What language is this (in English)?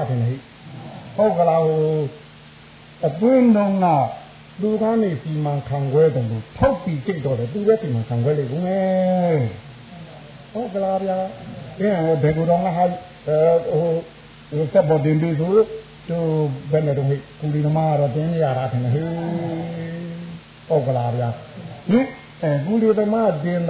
Burmese